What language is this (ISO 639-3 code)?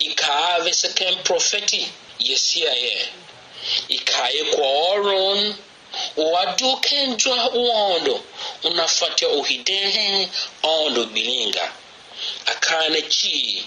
tiv